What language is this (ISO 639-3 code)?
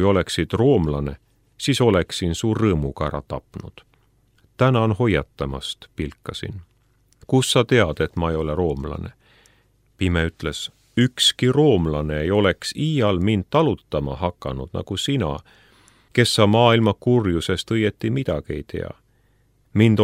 est